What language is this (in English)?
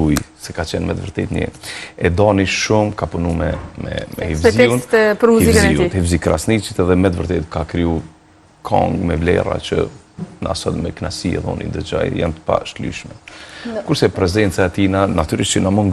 Albanian